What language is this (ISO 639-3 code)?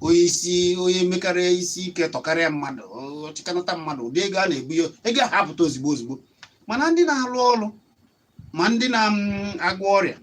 ibo